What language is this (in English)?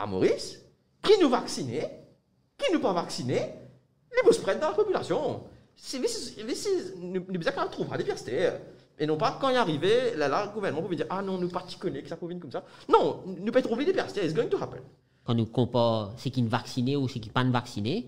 Morisyen